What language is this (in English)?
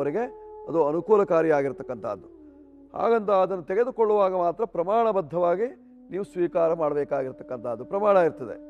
Kannada